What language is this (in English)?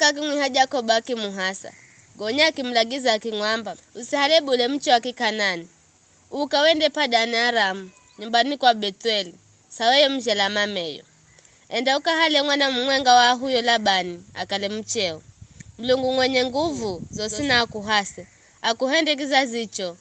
Giryama